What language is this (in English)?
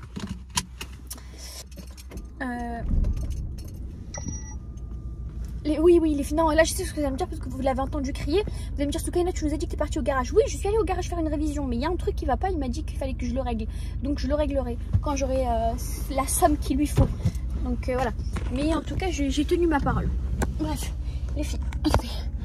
French